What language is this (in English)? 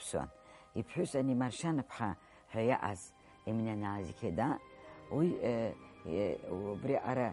Abkhazian